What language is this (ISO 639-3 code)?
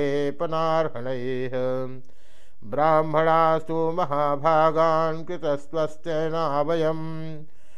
san